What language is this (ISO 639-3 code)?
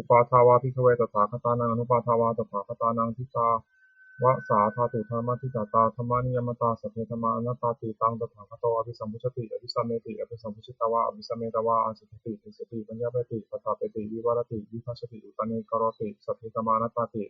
pli